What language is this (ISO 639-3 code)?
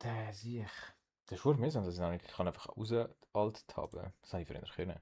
gsw